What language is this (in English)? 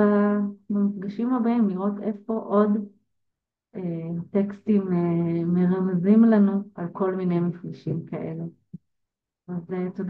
Hebrew